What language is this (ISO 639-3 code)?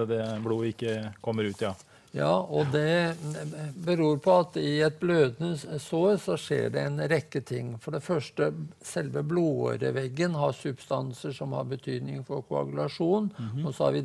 nor